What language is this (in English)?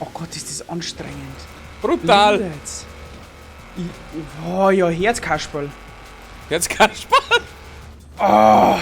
Bavarian